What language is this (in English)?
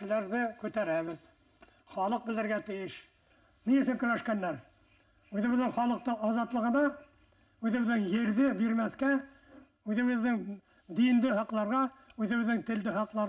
Bashkir